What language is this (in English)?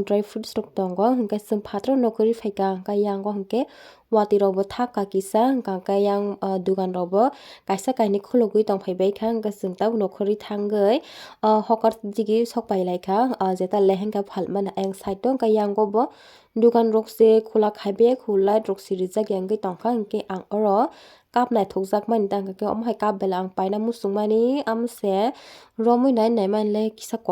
Kok Borok